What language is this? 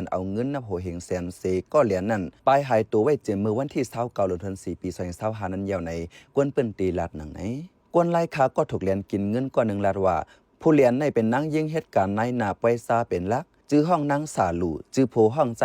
Shan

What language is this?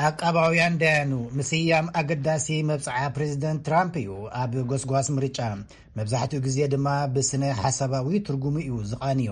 Tigrinya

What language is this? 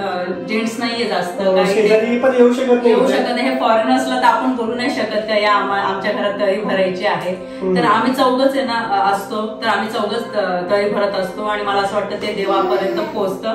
Marathi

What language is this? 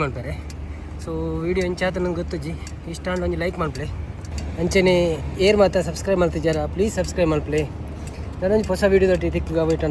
Tulu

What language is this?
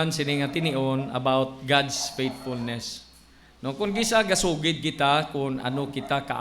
Hiligaynon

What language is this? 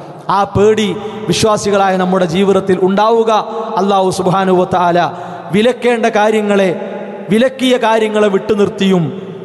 Malayalam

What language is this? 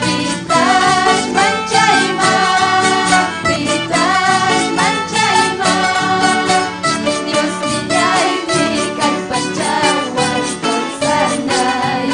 Ayacucho Quechua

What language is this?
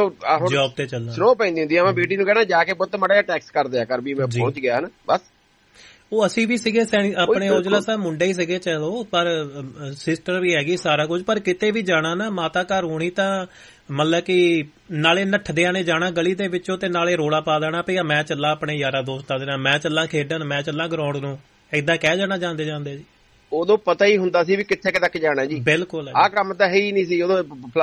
Punjabi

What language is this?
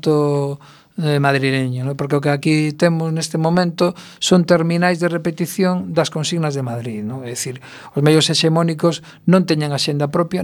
Galician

